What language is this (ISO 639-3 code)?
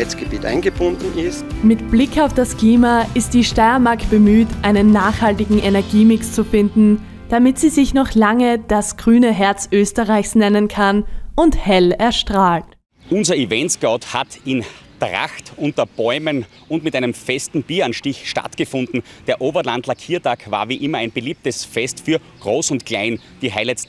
deu